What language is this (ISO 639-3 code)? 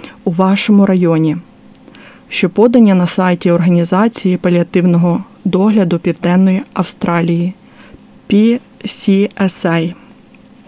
ukr